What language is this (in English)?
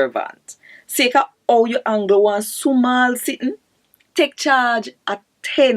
Jamaican Creole English